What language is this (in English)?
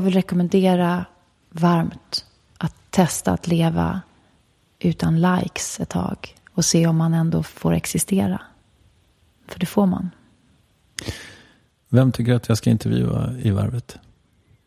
Swedish